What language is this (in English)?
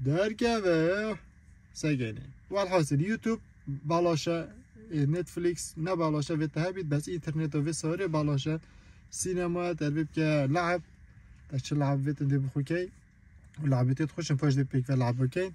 Kurdish